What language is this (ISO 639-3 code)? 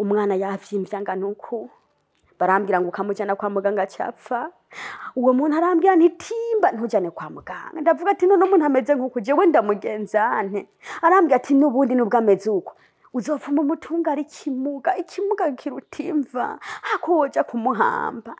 run